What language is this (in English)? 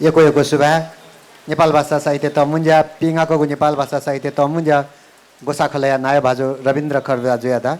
Newari